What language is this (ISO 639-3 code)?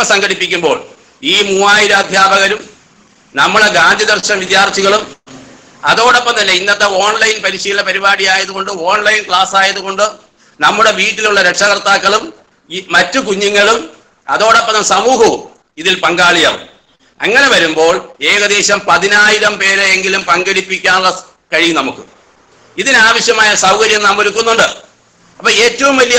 mal